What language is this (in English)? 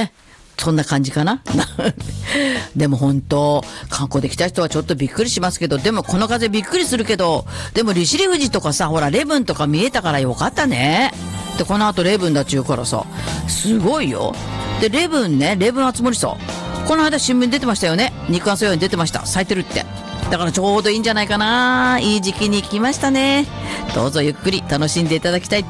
Japanese